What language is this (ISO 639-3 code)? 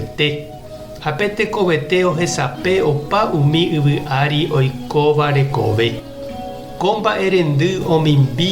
grn